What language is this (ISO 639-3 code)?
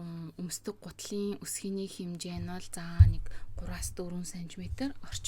mon